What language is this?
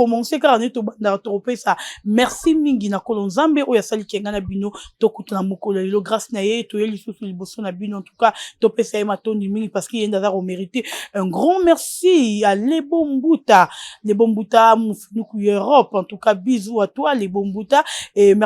Lingala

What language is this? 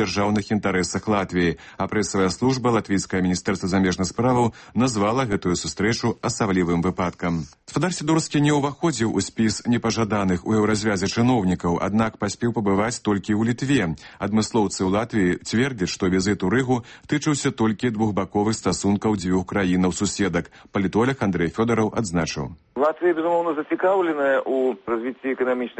Belarusian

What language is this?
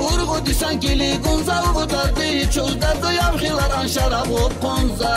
Tabassaran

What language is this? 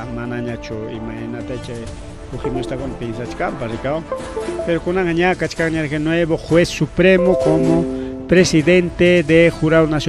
Ayacucho Quechua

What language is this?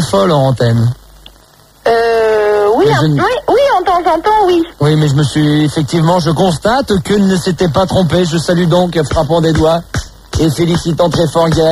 French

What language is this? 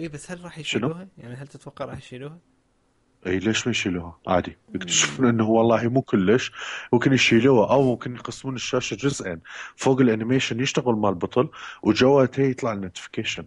Mesopotamian Arabic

